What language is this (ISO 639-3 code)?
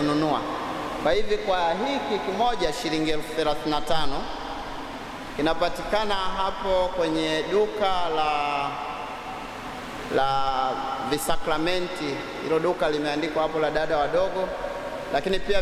swa